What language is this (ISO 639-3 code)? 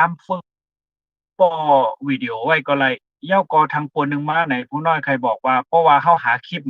shn